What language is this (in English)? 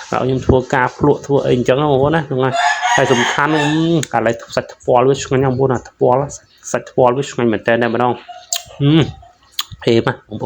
Khmer